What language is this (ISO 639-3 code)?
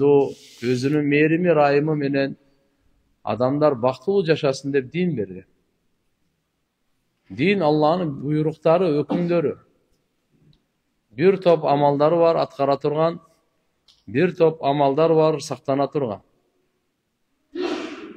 kir